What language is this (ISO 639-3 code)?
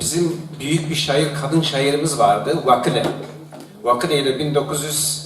zza